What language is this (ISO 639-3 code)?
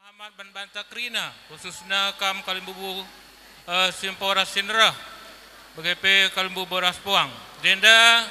btx